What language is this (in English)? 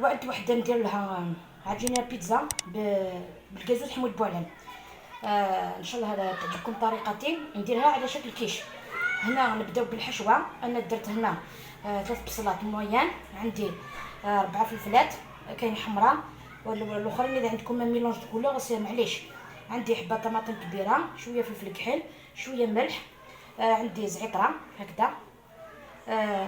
Algerian Arabic